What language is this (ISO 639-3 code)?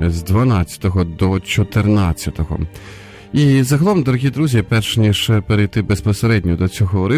ukr